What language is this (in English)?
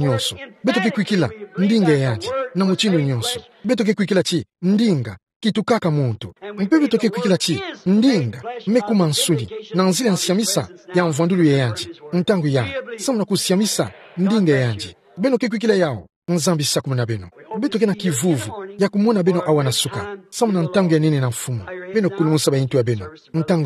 Kituba (Democratic Republic of Congo)